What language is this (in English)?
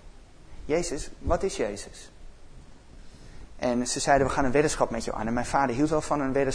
Dutch